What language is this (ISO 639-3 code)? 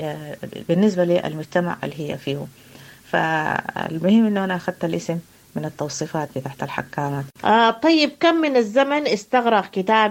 apd